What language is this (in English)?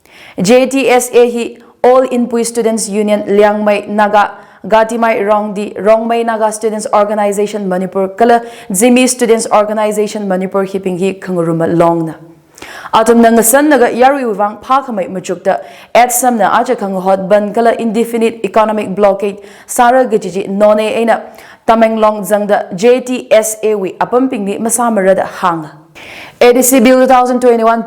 Tangkhul Naga (India)